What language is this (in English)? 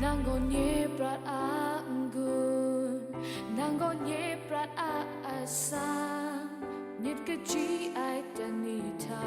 Kachin